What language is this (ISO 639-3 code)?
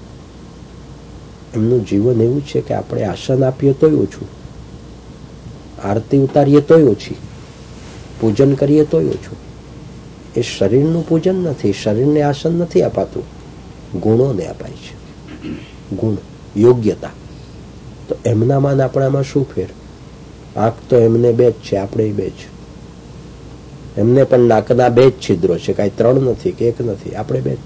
guj